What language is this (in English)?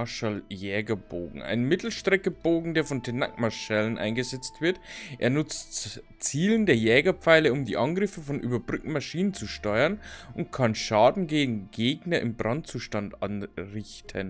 Bavarian